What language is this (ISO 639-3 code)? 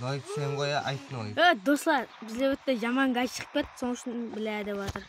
kaa